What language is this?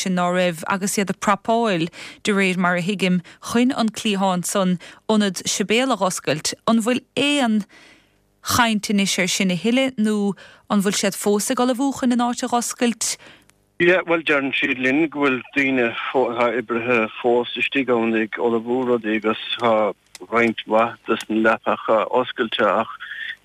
Irish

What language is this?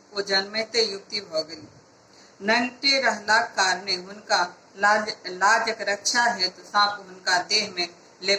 Maithili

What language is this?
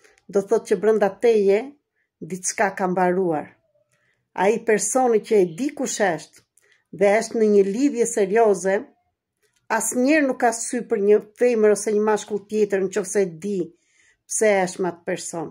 Albanian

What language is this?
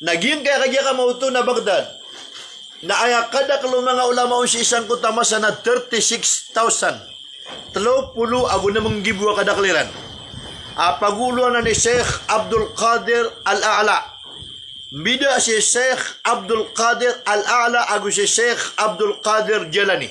Maranao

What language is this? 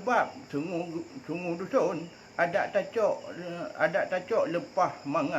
Achinese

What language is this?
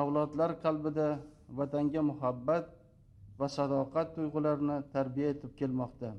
Uzbek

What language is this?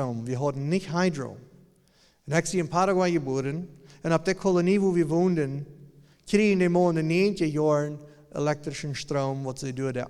Plautdietsch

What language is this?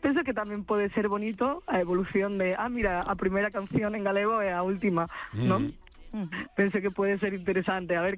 Galician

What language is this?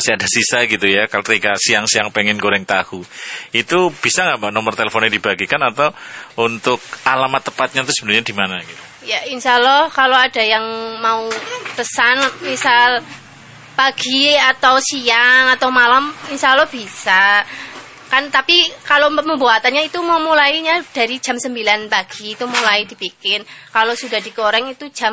Indonesian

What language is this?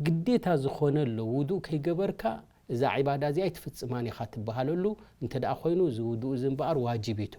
Tigrinya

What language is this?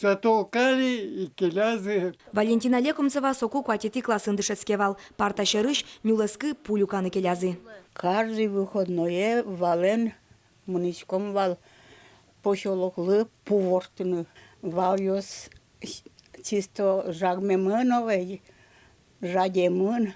Udmurt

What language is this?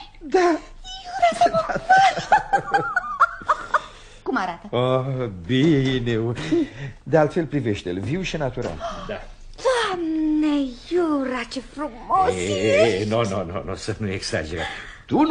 Romanian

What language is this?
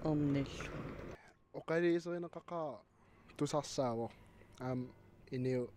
Kalaallisut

